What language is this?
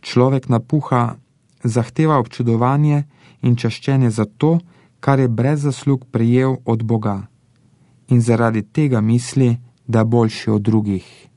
Slovenian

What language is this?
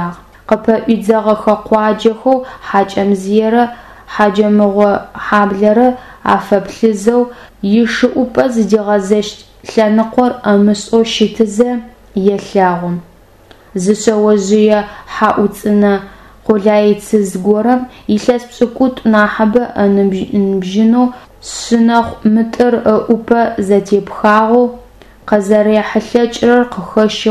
Adyghe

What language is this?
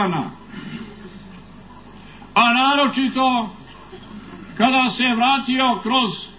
Croatian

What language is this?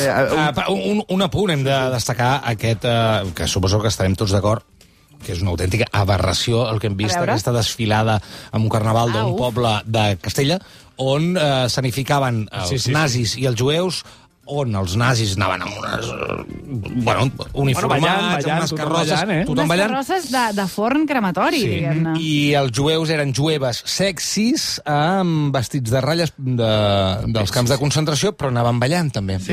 Catalan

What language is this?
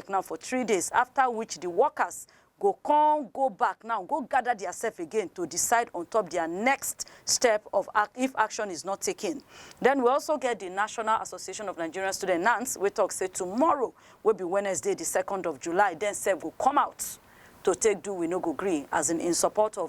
Nigerian Pidgin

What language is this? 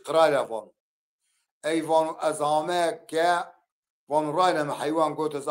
Zaza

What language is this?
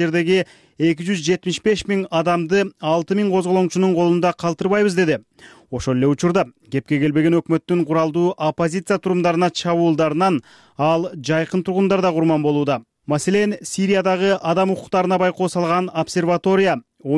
Kyrgyz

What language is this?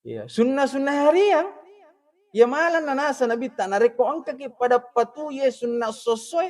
Buginese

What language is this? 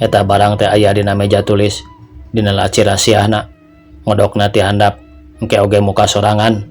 Sundanese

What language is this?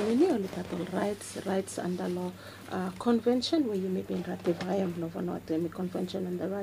Bislama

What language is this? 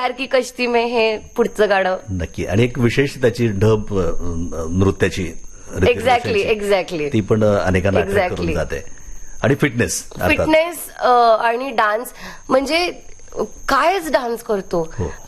Marathi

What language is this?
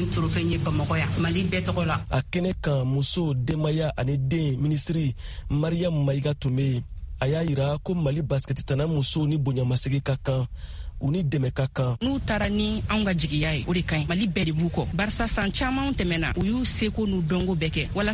Bambara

